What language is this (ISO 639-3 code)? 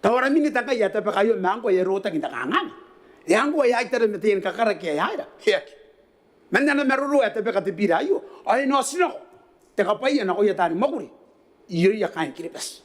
gil